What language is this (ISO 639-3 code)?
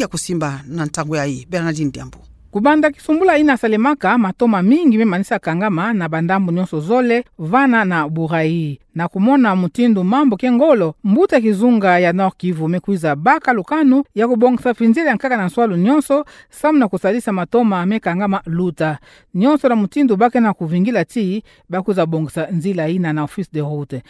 ktu